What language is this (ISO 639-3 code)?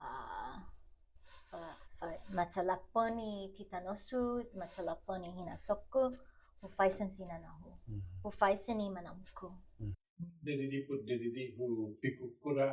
cha